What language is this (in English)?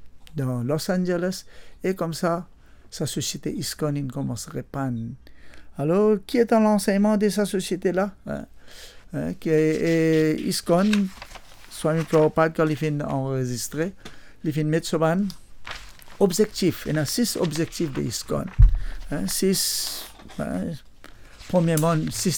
Morisyen